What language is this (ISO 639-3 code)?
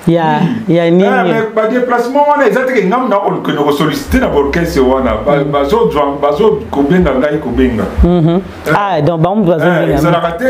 lin